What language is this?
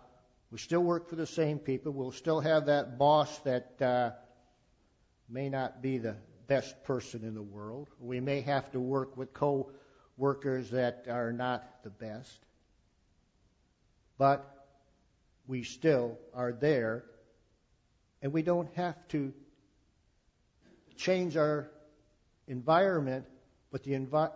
English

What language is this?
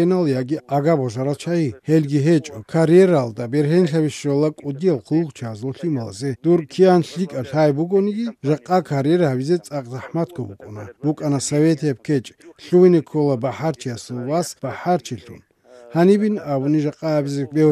Avaric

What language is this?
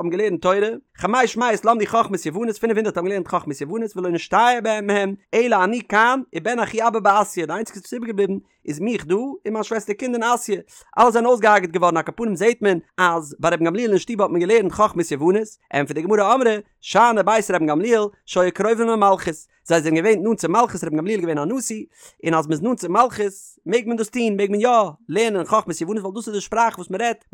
Yiddish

